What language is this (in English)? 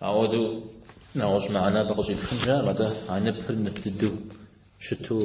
Kabardian